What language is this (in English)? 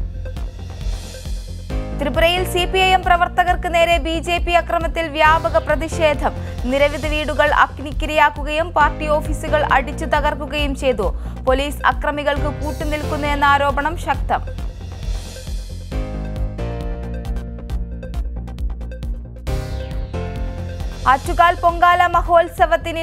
Malayalam